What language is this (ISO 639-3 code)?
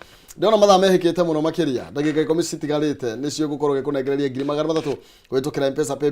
kik